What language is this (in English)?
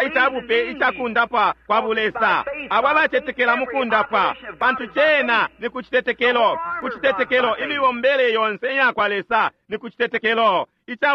Bemba